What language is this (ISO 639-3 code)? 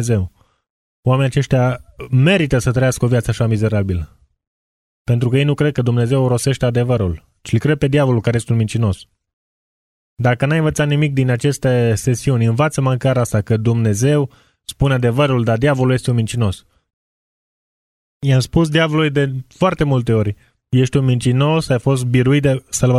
ron